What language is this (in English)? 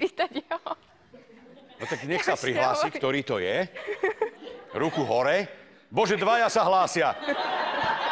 Slovak